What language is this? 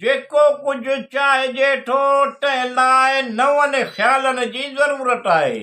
Sindhi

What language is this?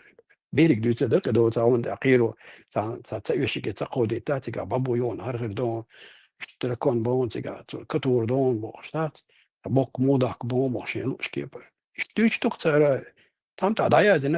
Chechen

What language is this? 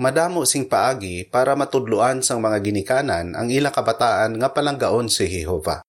Hiligaynon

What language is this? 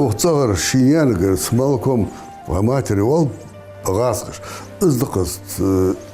Ingush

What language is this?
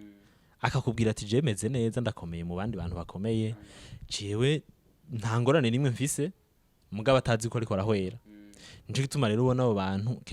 Rundi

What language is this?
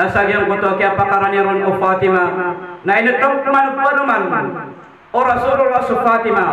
Maranao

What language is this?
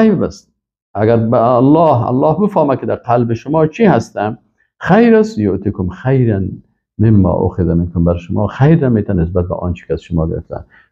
Persian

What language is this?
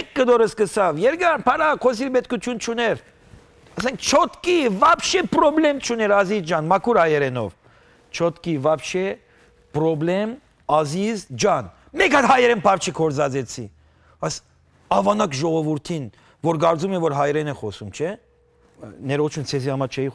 Western Armenian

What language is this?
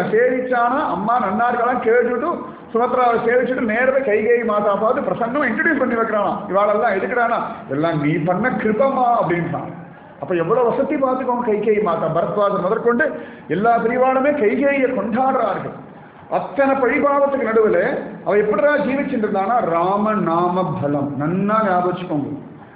Tamil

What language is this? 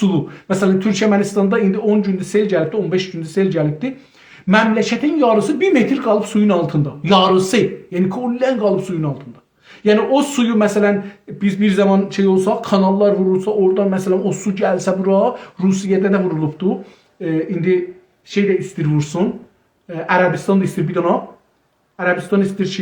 South Azerbaijani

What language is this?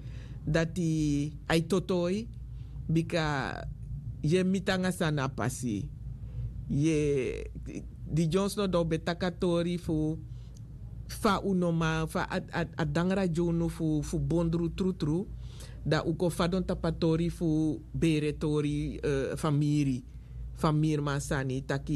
Sranan Tongo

